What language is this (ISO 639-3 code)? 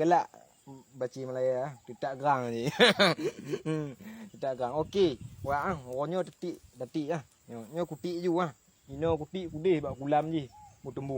ace